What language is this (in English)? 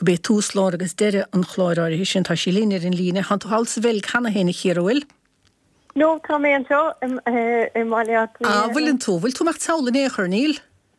Irish